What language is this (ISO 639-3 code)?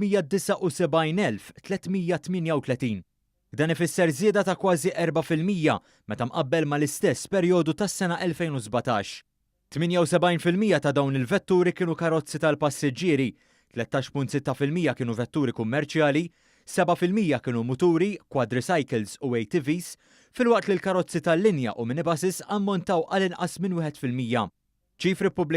mlt